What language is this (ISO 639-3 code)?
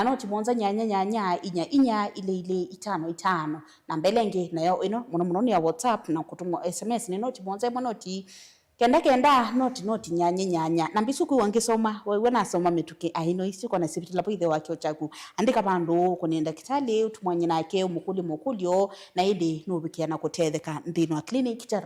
kam